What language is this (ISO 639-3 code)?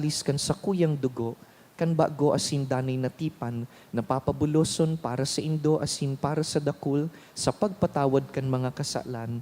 bik